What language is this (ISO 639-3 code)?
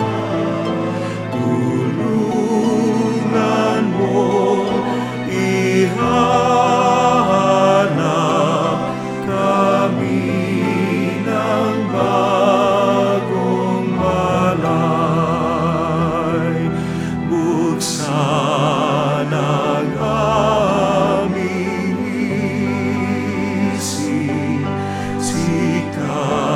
fil